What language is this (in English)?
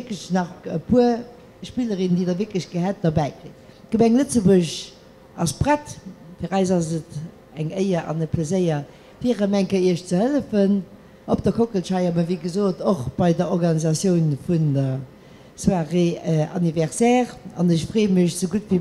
Luxembourgish